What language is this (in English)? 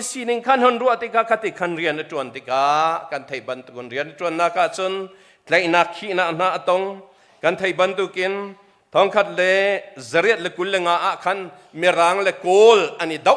Hakha Chin